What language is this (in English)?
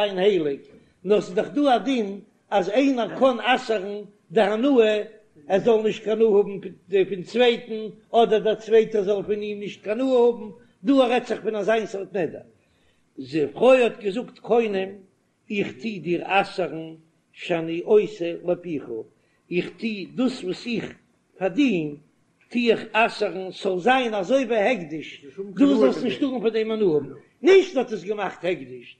Yiddish